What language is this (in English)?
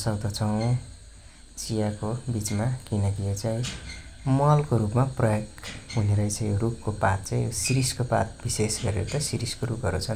Nepali